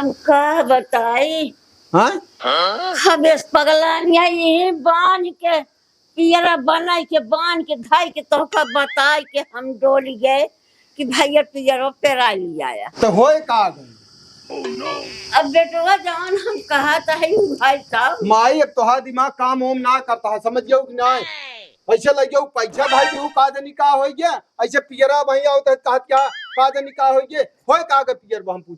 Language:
Awadhi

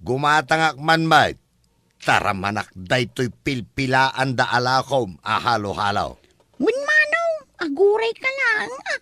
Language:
Iloko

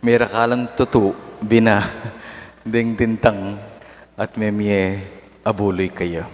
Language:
Pampanga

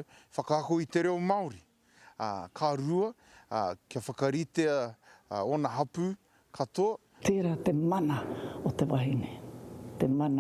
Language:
Māori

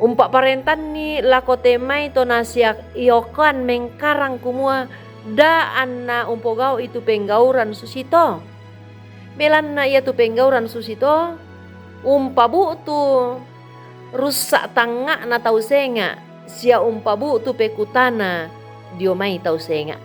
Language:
Toraja-Sa'dan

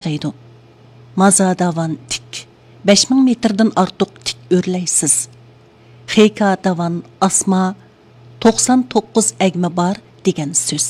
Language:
Uyghur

